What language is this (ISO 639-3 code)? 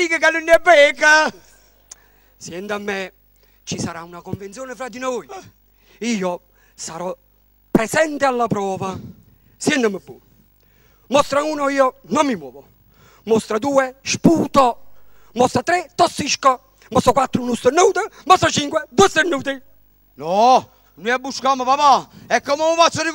nap